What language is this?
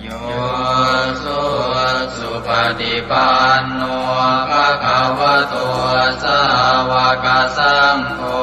Pali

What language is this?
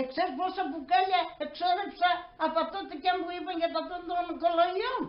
Pontic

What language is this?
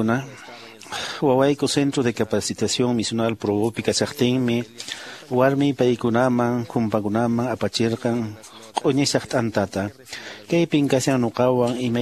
Quechua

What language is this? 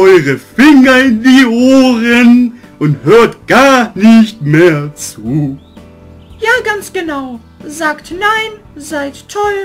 German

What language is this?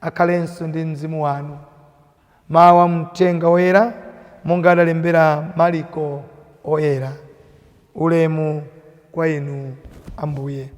Nyanja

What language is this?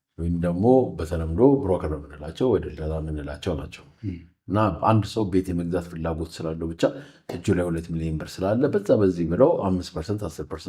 Amharic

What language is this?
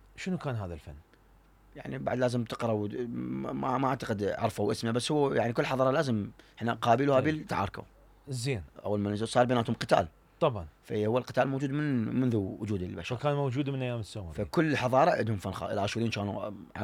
Mesopotamian Arabic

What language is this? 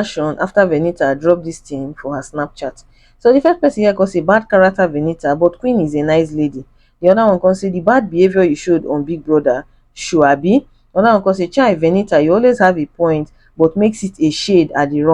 Nigerian Pidgin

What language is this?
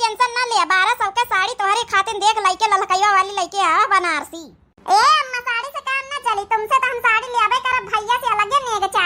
Awadhi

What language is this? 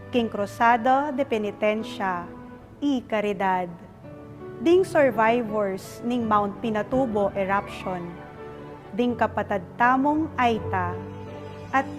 Pampanga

